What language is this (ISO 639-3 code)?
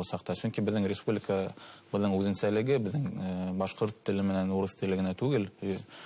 bak